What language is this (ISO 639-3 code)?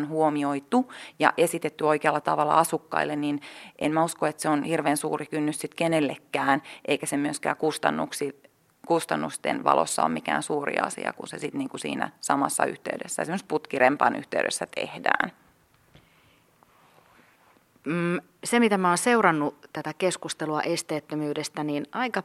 fin